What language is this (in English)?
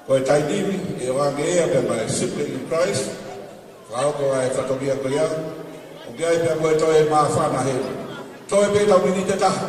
Tongan